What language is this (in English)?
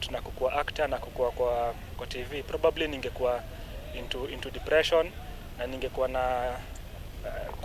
Kamba